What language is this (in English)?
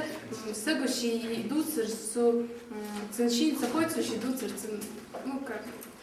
Ingush